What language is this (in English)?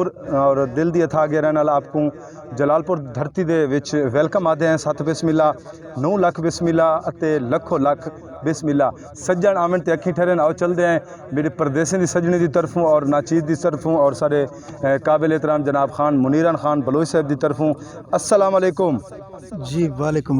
Saraiki